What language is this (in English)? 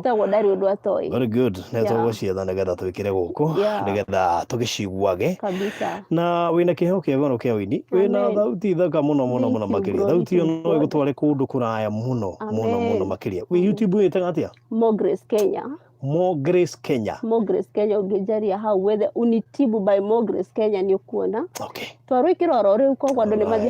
Kikuyu